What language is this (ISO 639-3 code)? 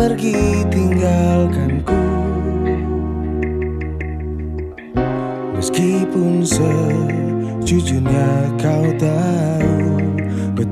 ind